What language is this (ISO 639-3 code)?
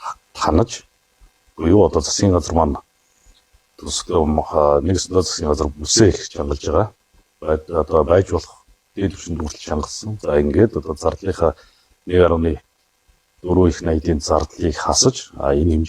mon